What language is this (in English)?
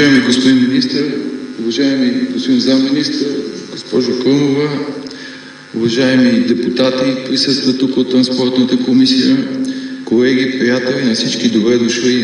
Bulgarian